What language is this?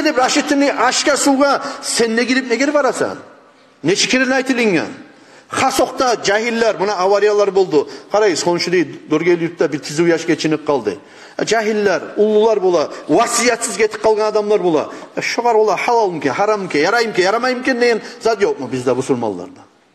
Kumyk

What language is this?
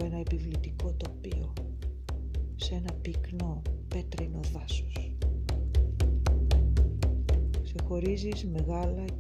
Greek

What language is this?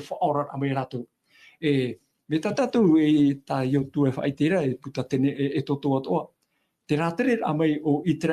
Tahitian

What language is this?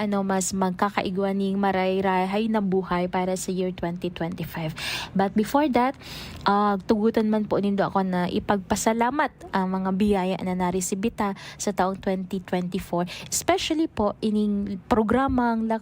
Bikol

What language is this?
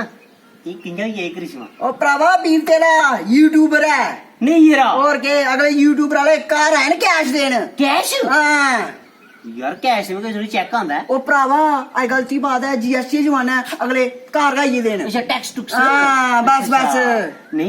Dogri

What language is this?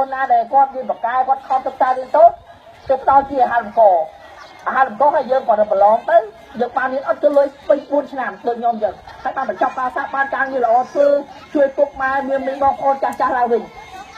Khmer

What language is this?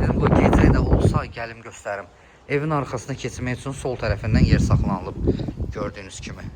Azerbaijani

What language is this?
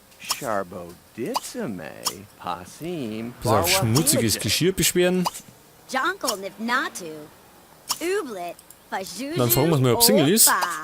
Bavarian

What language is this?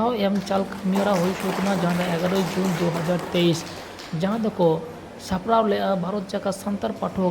Santali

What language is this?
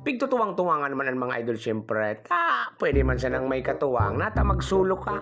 Bikol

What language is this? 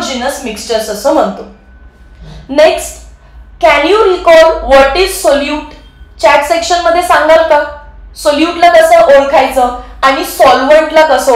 Marathi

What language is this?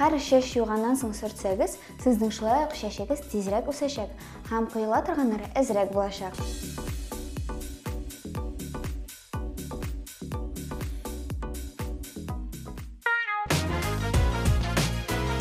Tatar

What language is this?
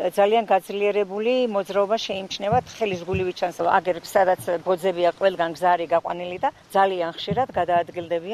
Georgian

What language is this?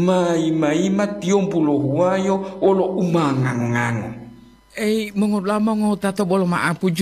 Gorontalo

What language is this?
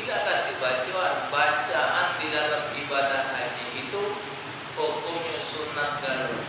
Musi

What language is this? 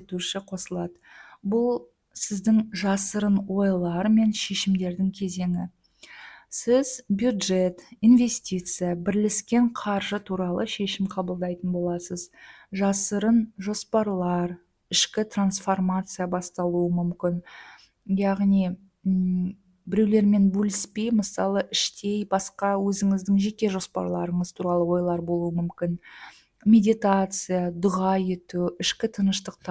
Kazakh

